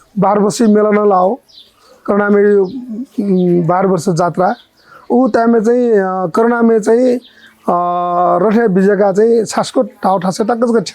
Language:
Newari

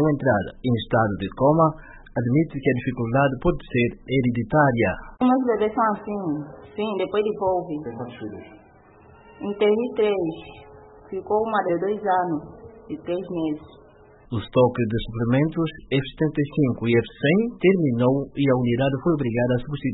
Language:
Portuguese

